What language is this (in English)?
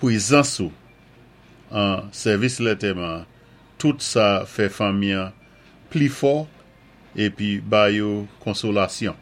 Saint Lucian Creole French